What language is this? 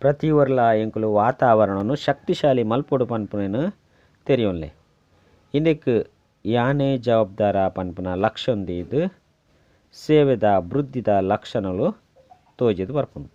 Tulu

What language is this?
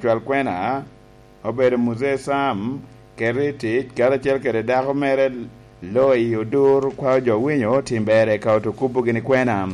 Lango (Uganda)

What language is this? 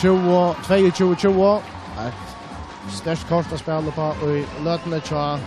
Faroese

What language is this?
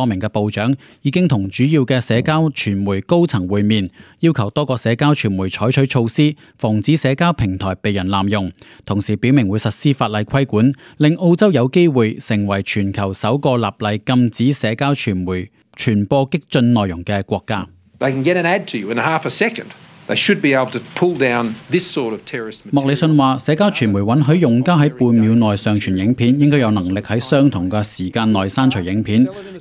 Cantonese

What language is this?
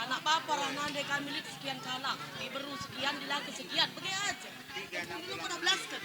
Batak Karo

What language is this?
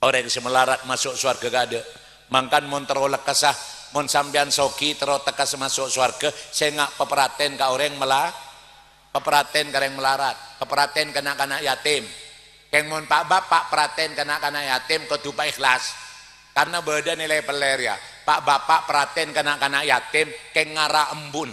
Madurese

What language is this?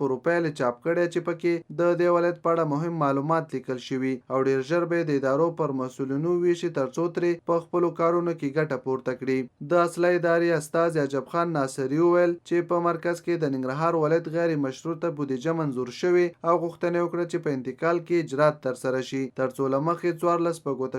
Pashto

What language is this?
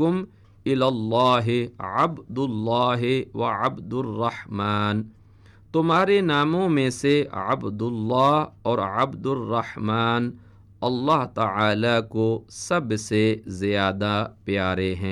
Urdu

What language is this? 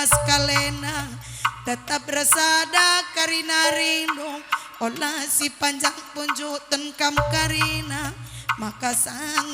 Batak Karo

